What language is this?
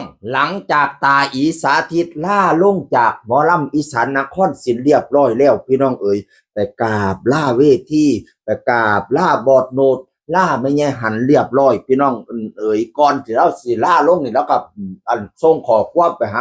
Northeastern Thai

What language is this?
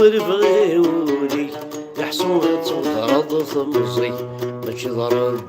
Kabyle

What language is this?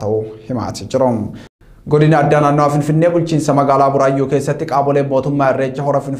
Oromo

